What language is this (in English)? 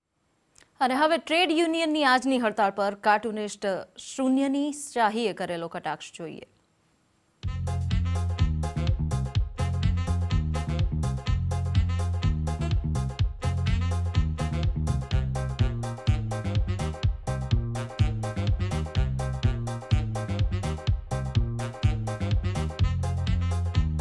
Gujarati